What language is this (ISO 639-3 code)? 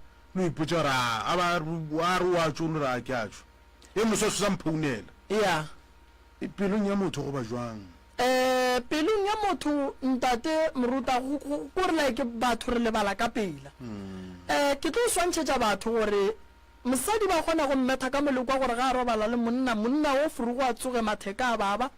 nso